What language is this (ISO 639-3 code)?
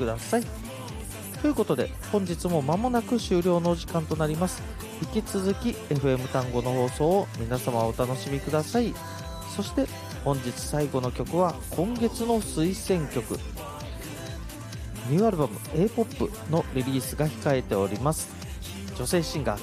jpn